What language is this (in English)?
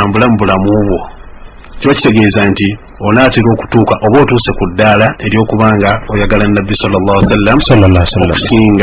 Ganda